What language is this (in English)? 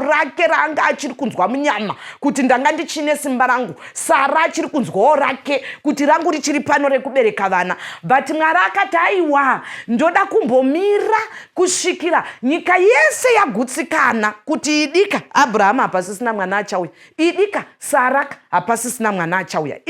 Shona